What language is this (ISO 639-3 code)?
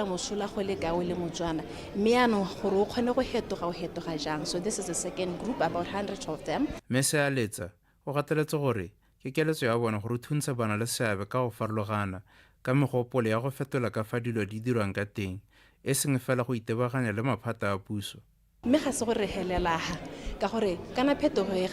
tsn